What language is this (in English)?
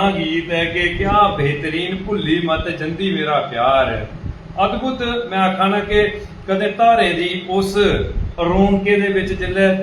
Dogri